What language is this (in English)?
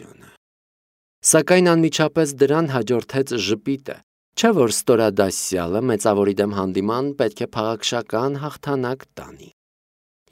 Armenian